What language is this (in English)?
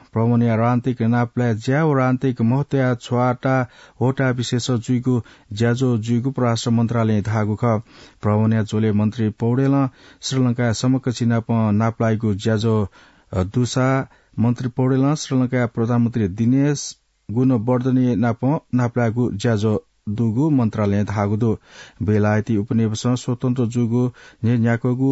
Newari